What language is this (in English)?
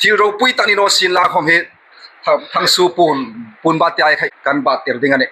Hmar